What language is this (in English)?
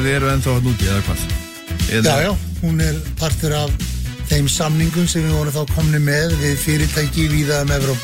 Icelandic